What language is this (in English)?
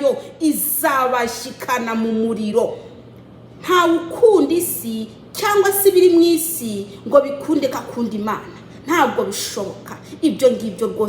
Kinyarwanda